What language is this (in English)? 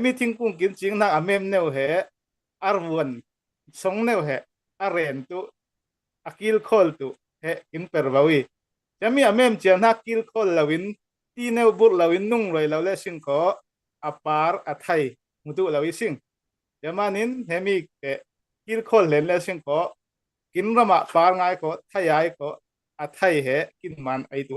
Falam Chin